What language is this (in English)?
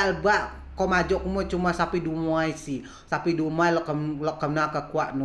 Rejang